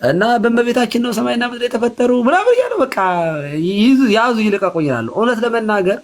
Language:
Amharic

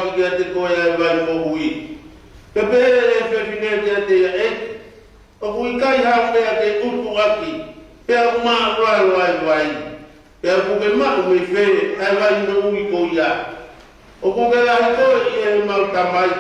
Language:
Tongan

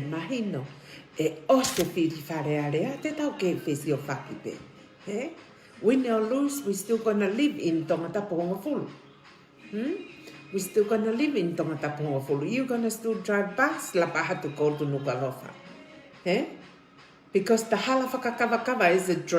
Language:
Tongan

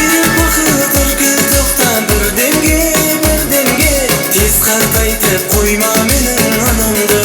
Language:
Kara-Kalpak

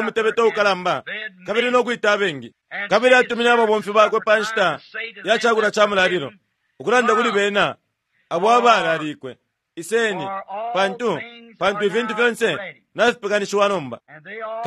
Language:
Bemba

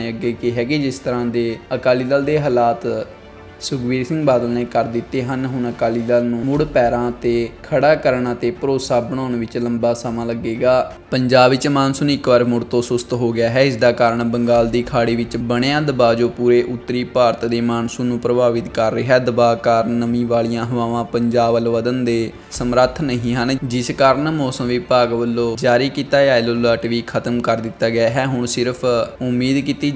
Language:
Punjabi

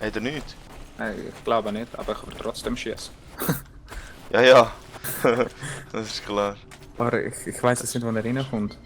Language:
Swiss German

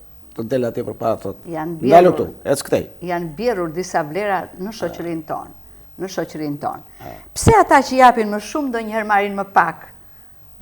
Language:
Albanian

